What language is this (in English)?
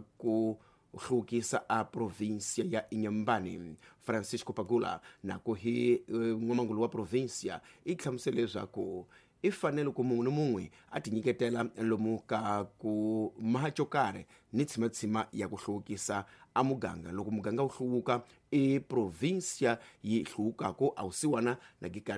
Tsonga